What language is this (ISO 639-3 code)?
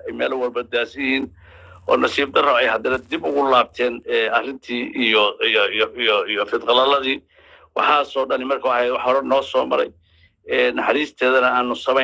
som